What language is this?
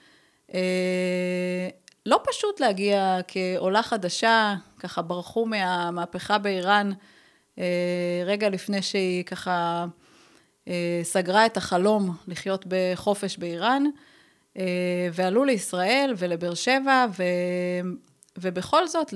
Hebrew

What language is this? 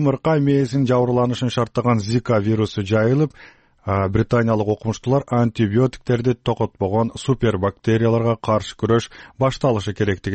Kyrgyz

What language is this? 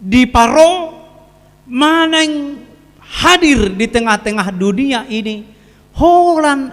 Batak Toba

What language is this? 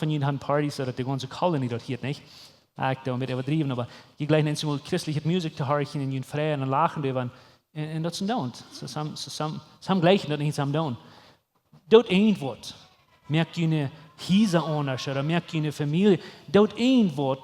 Plautdietsch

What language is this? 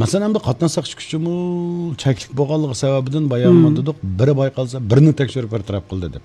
Uyghur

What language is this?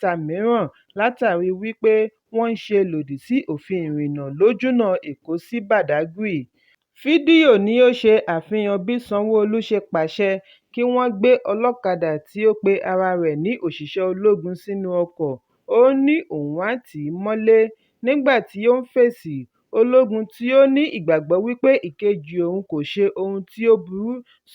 Yoruba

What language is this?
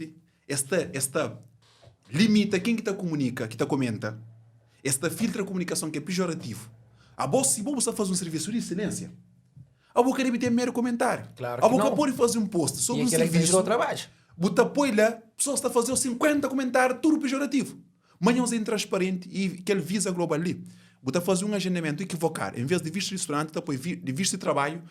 Kabuverdianu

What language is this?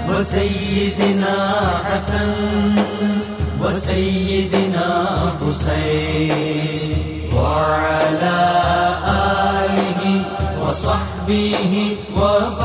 Urdu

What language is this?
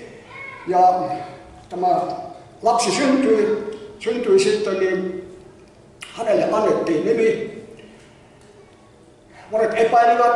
Finnish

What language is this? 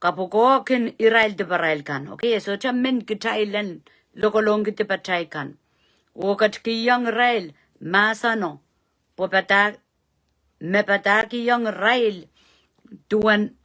Pohnpeian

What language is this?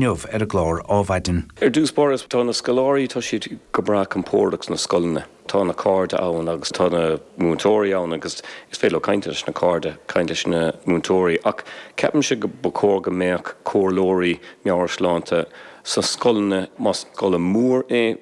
Irish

